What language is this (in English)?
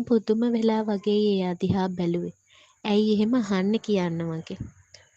Sinhala